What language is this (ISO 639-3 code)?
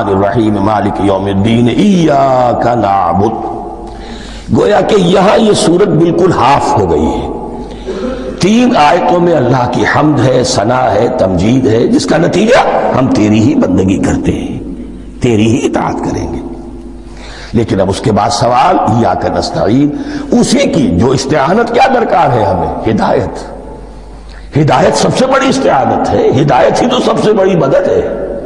urd